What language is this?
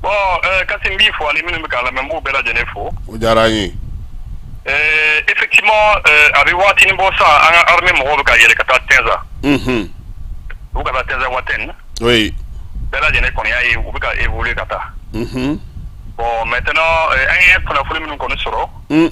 Bambara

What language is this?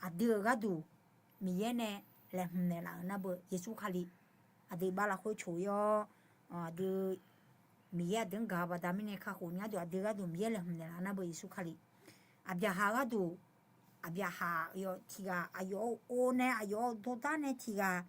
Akha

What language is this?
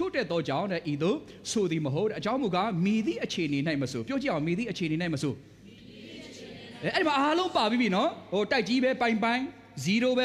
Burmese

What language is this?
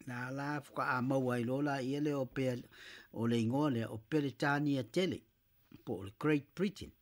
Samoan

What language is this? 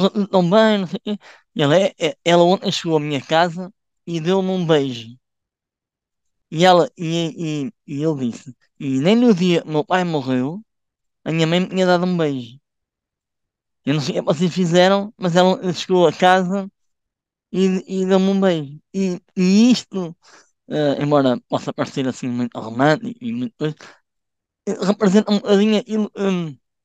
Portuguese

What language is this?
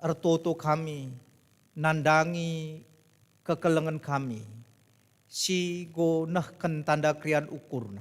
Batak Karo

